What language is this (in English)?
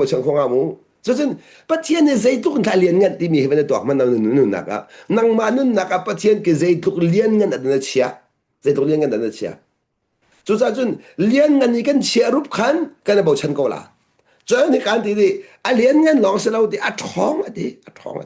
Hakha Chin